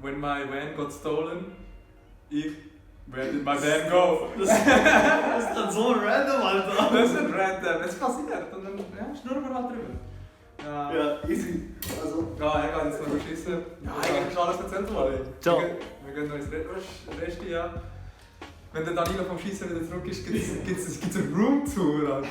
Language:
Swiss German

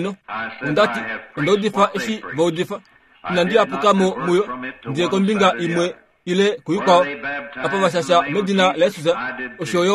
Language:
Kuanyama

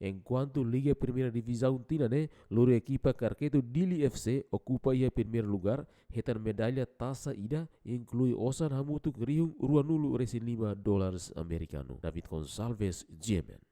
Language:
Tetum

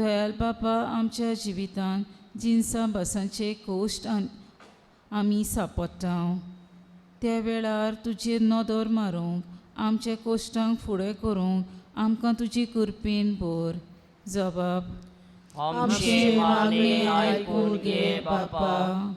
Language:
Konkani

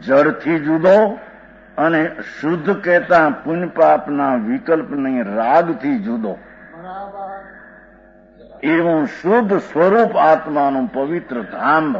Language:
Gujarati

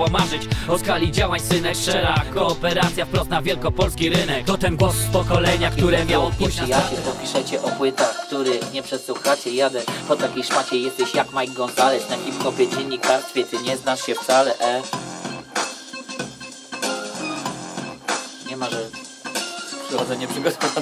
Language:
Polish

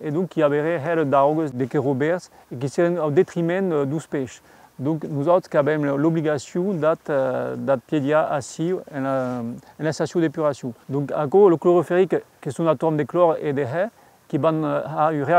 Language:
Occitan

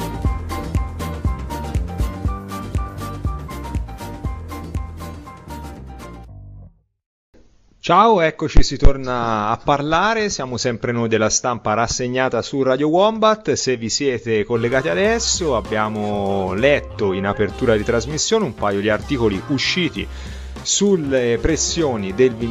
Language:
Italian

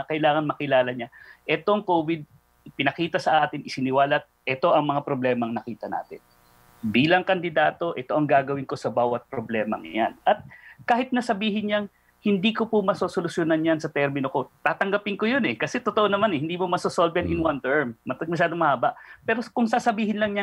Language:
Filipino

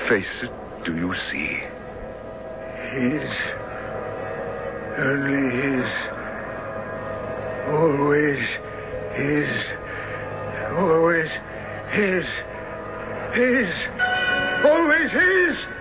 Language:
English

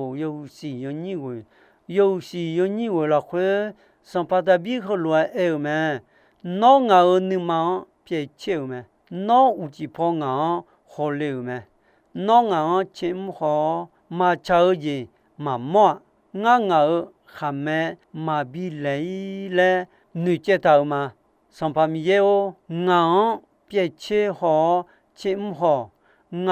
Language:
Akha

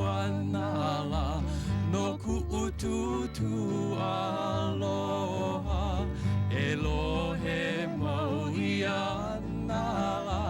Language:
Hawaiian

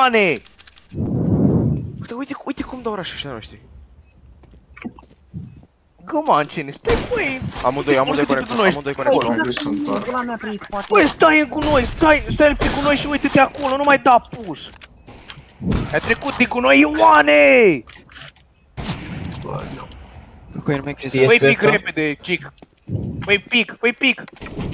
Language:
Romanian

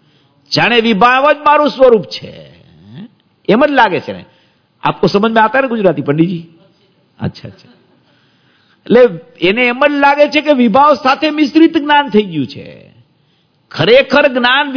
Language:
Gujarati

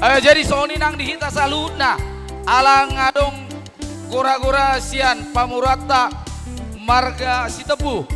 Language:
Batak Karo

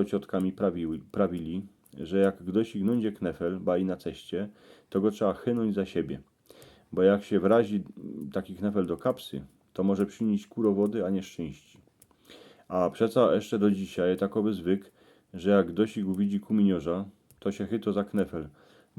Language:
Silesian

